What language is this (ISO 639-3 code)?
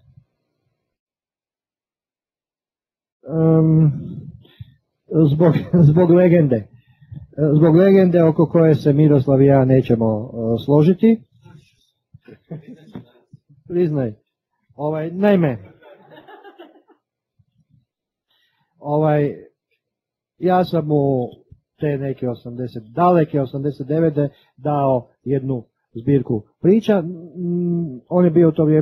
hrv